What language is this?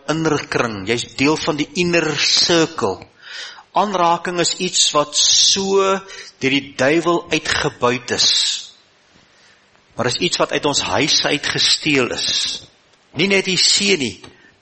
Afrikaans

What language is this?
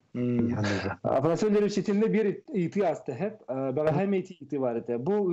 Yakut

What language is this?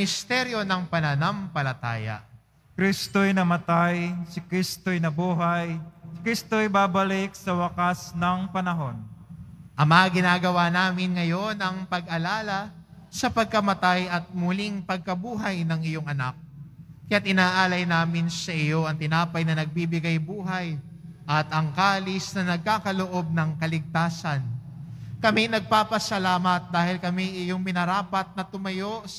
Filipino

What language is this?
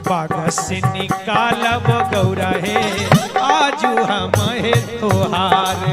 Magahi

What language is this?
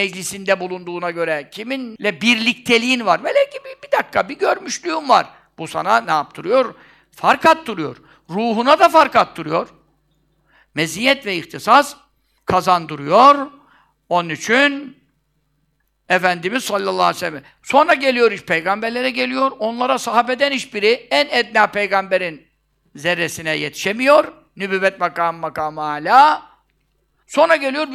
Turkish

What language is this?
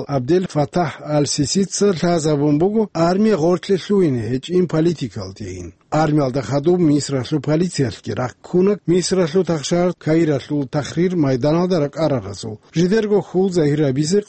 Avaric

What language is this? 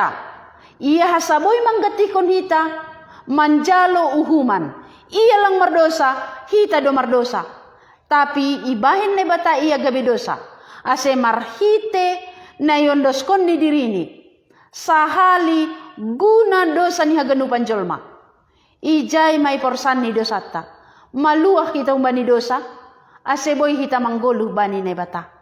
Batak Simalungun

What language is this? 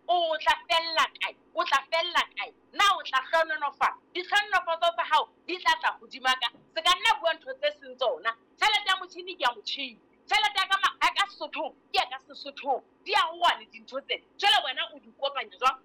Southern Sotho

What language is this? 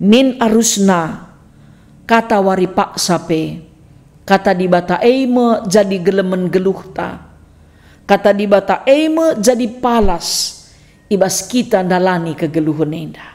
Batak Karo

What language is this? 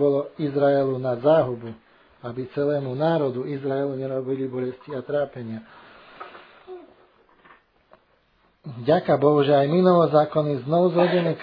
Slovak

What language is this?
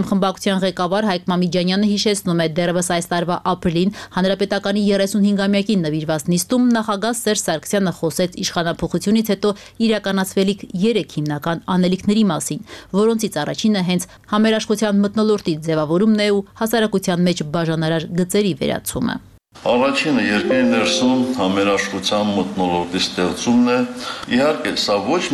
Armenian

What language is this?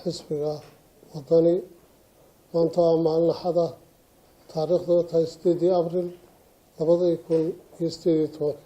Somali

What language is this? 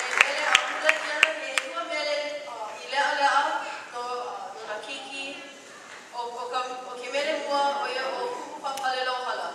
Hawaiian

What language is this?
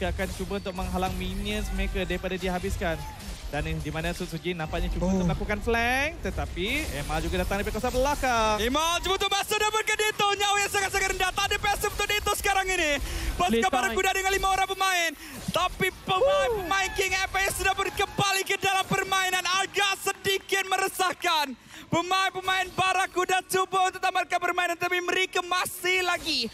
Malay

